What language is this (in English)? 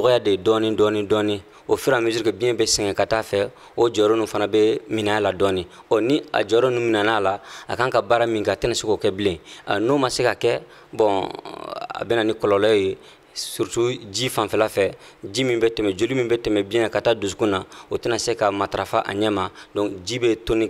Bambara